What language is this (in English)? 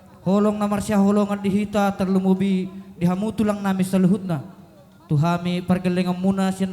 Batak Toba